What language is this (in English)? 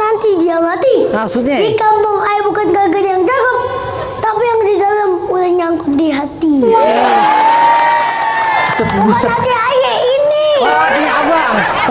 Betawi